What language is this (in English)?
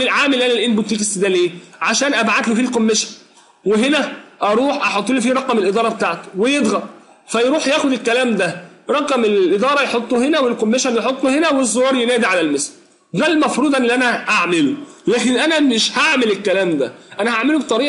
Egyptian Arabic